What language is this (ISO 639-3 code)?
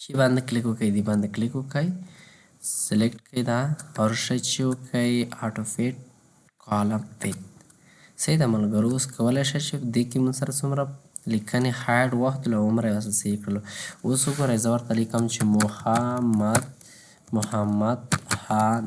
pus